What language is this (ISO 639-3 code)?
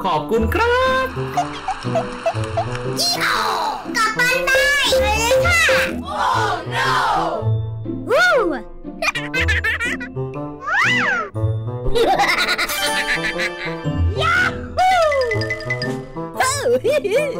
tha